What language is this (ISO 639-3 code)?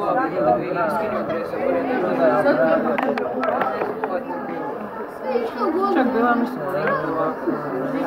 hrv